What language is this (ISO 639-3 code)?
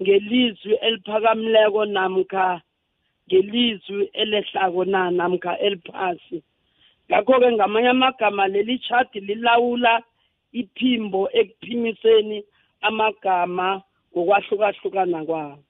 nbl